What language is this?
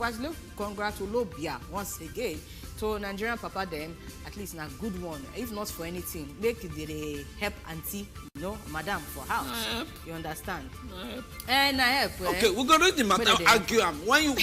Nigerian Pidgin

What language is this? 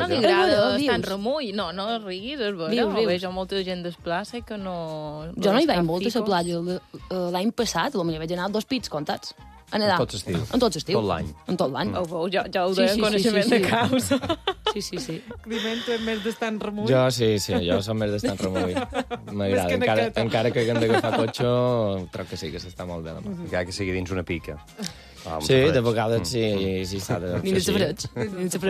Catalan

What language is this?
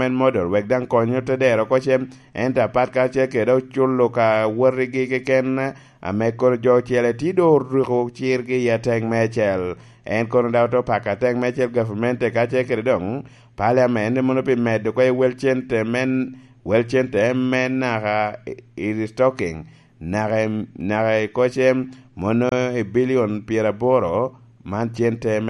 Lango (Uganda)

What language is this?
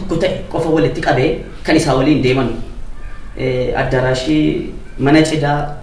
Oromo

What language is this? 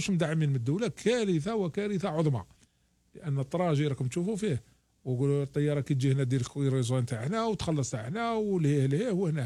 Algerian Arabic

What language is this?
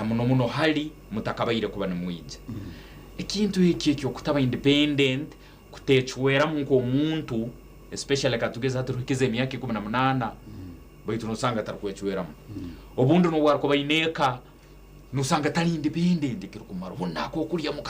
Nyankole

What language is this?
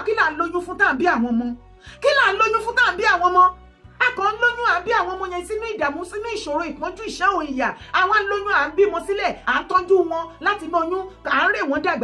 Yoruba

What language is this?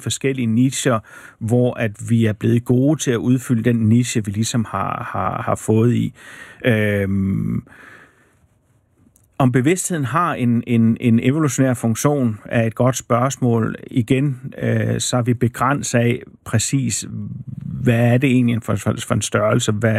Danish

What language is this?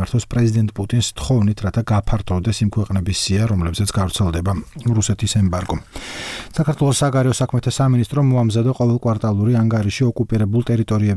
Georgian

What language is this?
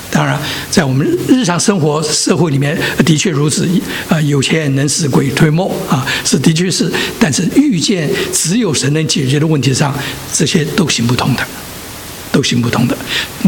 Chinese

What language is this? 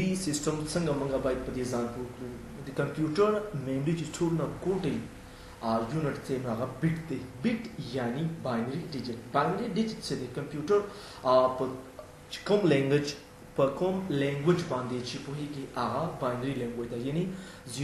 Pashto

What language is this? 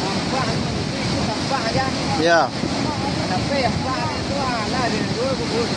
Minangkabau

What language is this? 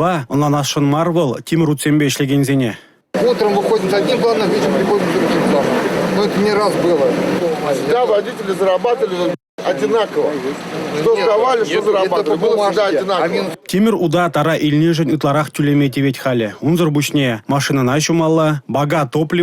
Chuvash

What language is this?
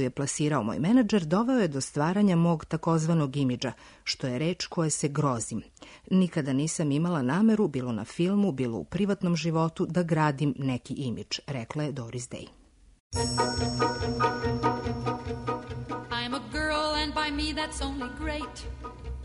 Serbian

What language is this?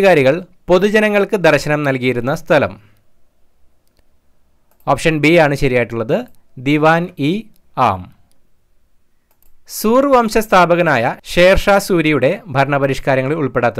Malayalam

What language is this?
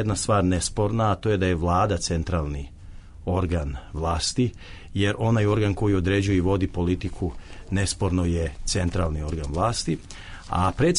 Serbian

